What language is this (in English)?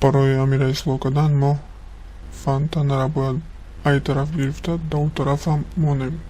Tajik